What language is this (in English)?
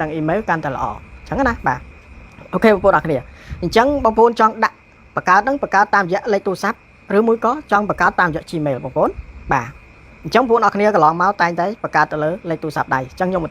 Khmer